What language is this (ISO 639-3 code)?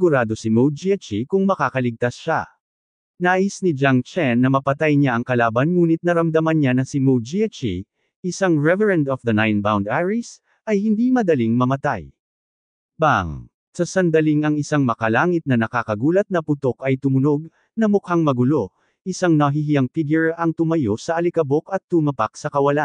fil